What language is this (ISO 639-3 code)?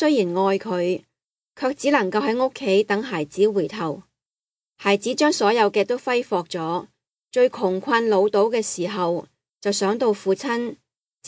yue